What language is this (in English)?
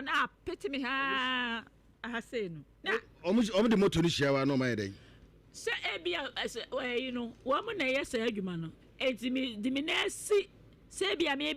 Akan